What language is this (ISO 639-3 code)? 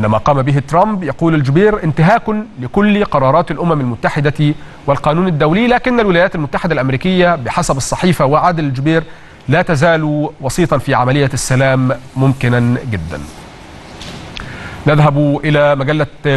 ara